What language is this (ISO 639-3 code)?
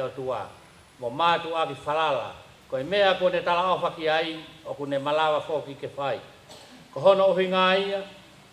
ton